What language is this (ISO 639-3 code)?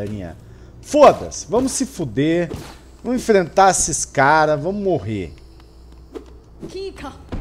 por